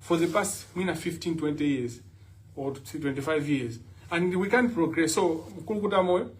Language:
Nyanja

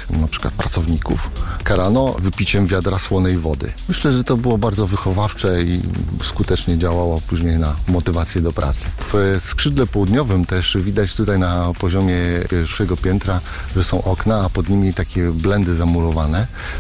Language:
Polish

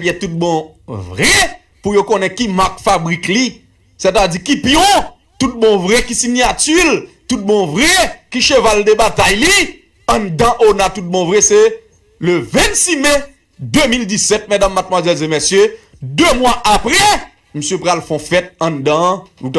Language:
Haitian Creole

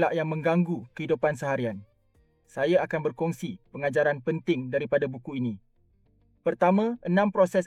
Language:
Malay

